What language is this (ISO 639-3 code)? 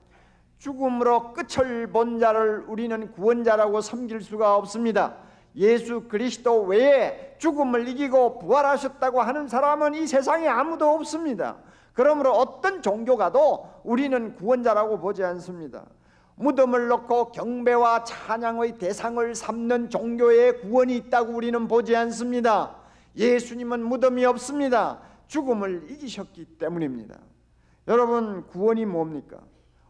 kor